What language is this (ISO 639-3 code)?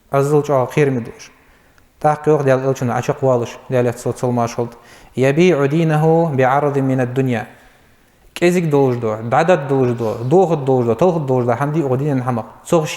inh